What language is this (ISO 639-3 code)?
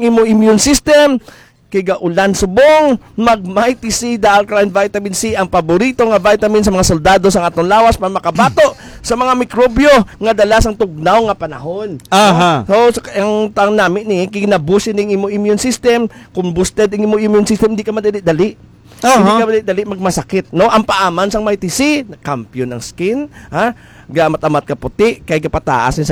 hil